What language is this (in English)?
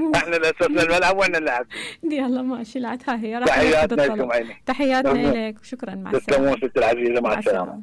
Mesopotamian Arabic